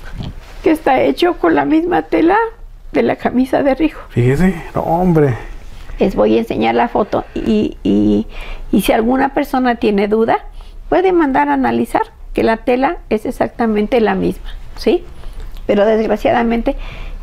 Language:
Spanish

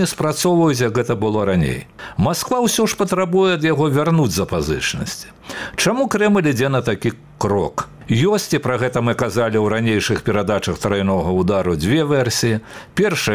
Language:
Belarusian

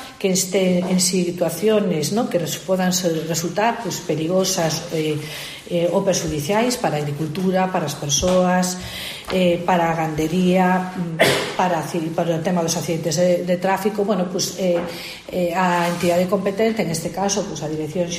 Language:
Galician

